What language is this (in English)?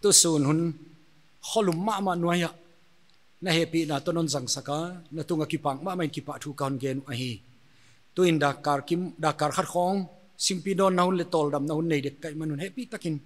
Paite Chin